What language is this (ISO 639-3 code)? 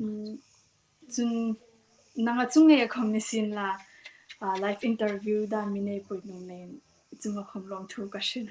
hmr